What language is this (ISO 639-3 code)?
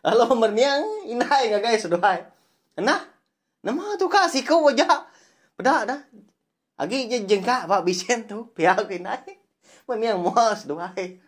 iba